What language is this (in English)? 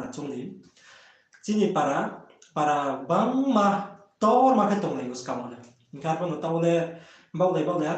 Riang (India)